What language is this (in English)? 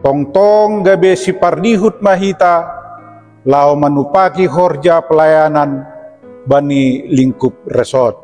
Batak Simalungun